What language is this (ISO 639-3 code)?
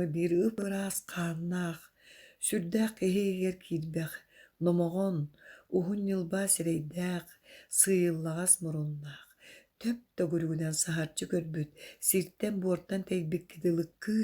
sah